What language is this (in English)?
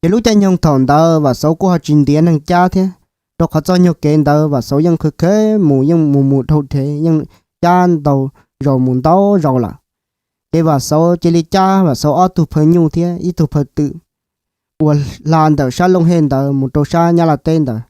Hmong